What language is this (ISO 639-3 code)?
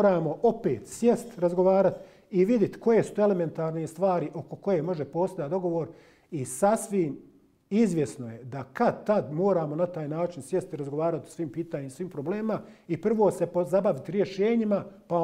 bos